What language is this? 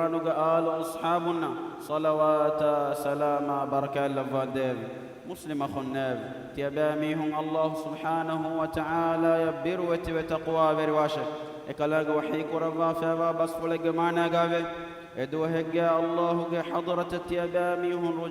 Divehi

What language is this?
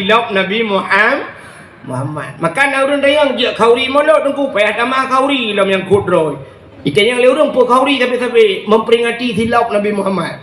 Achinese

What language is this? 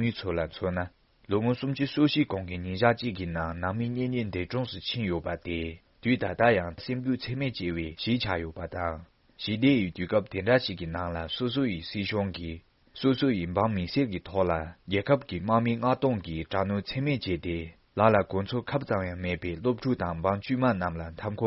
Tibetan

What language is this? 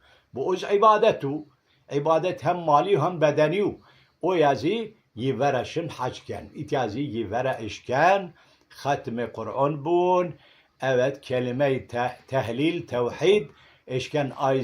Zaza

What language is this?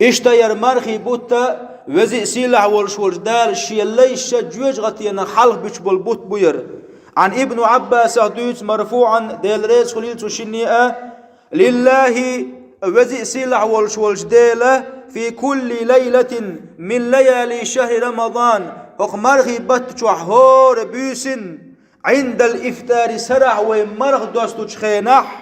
Chechen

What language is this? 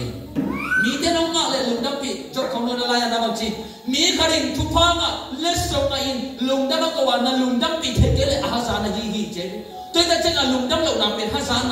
Tedim Chin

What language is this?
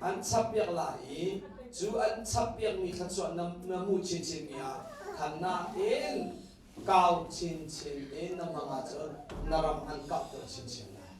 Hakha Chin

